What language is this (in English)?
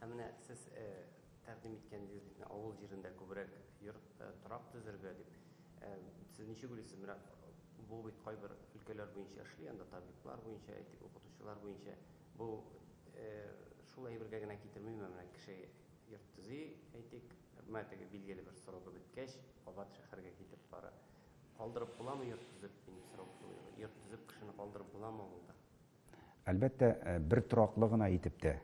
Tatar